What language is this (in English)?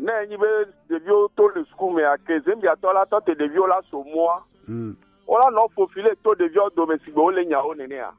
Gen